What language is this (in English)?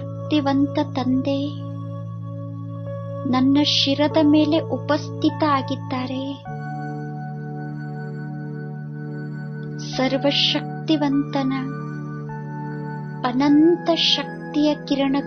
Kannada